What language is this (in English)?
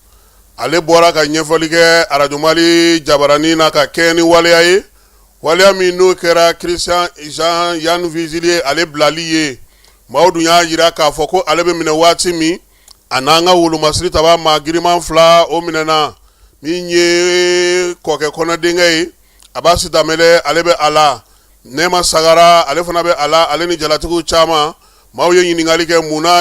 Bambara